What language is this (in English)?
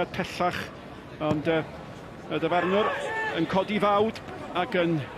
Welsh